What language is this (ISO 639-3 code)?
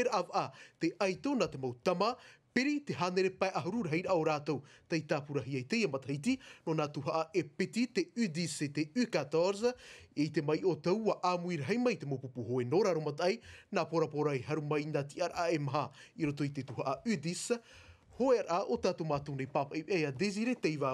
tah